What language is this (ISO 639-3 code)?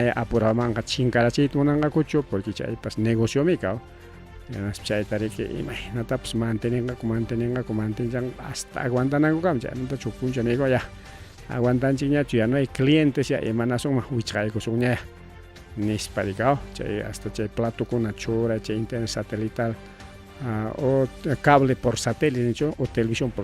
quy